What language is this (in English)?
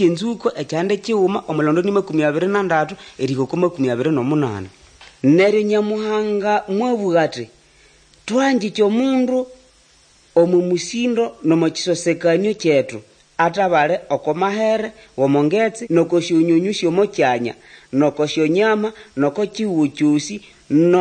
Nande